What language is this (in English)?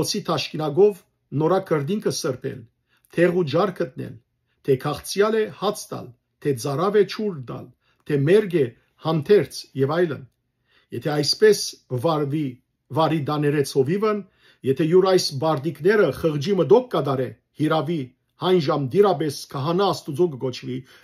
Western Armenian